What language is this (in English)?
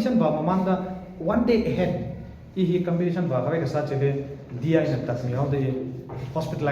Tangkhul Naga (India)